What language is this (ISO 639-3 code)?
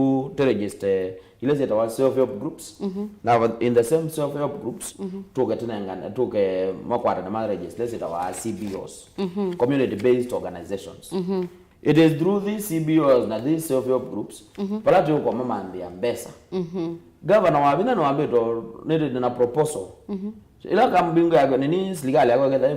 kam